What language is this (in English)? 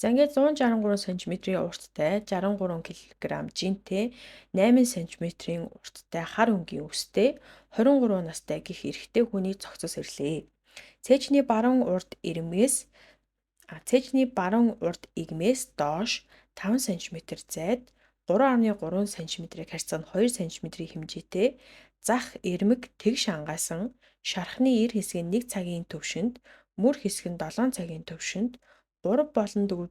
Mongolian